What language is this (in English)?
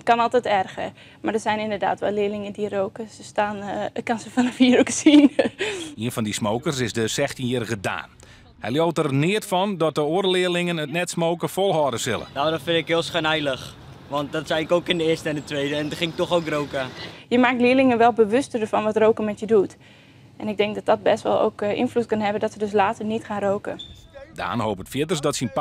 Western Frisian